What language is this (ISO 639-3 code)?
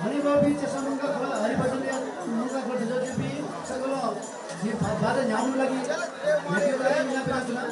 new